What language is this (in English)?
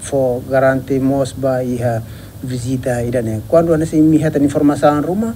Tetum